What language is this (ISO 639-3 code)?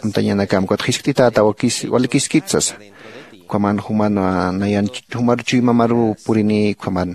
aym